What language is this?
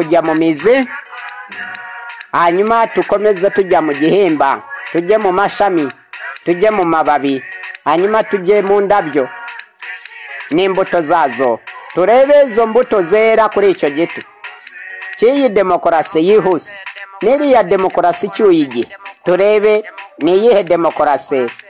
Kinyarwanda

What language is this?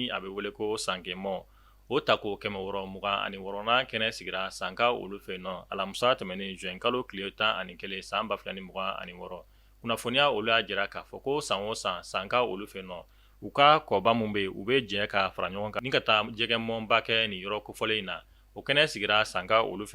Bambara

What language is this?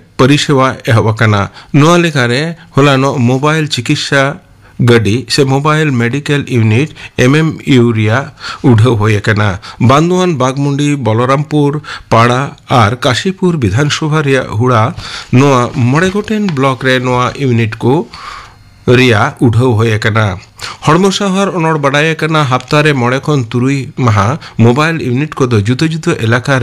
Santali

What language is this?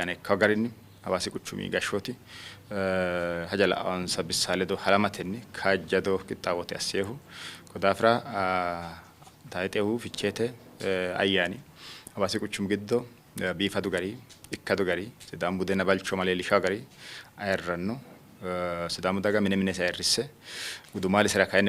Sidamo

